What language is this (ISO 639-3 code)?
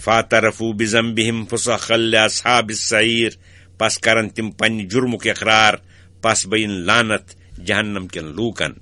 kas